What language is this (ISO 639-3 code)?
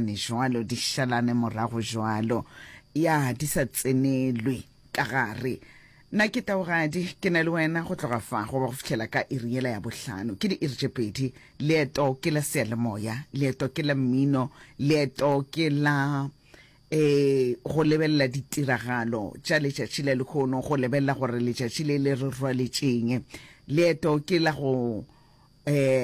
nso